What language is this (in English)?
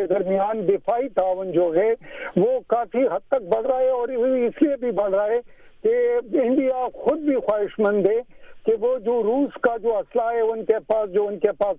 Urdu